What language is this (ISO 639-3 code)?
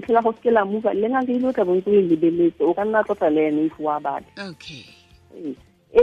tsn